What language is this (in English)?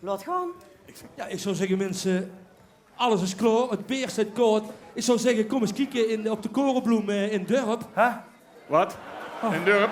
Limburgish